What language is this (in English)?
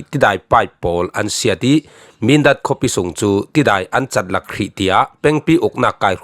Falam Chin